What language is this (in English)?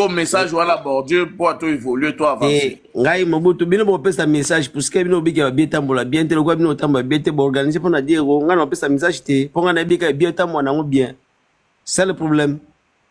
Lingala